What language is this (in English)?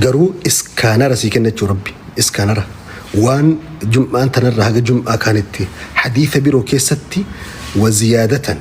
Oromo